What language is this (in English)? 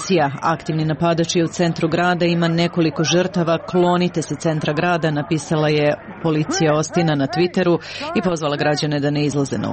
Serbian